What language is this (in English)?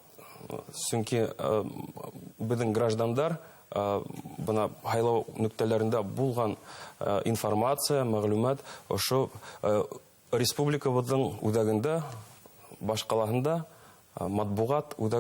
Bashkir